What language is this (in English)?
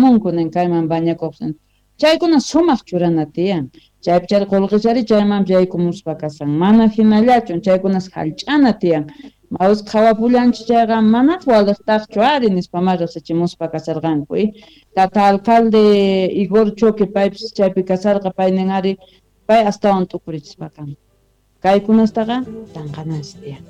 South Bolivian Quechua